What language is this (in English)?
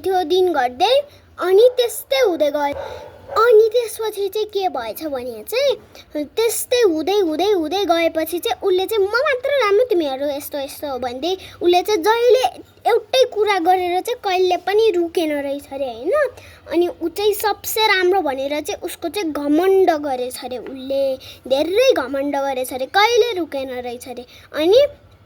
Nepali